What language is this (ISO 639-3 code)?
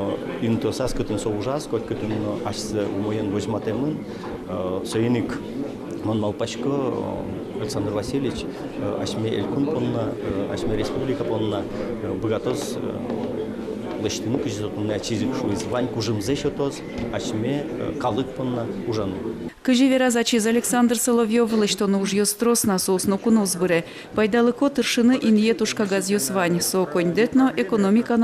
udm